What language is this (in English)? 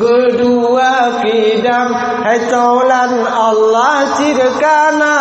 Achinese